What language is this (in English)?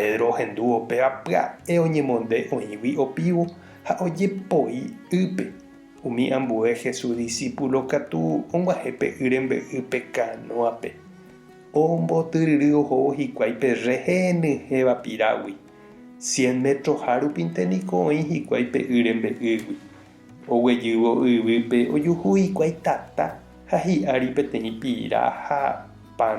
Guarani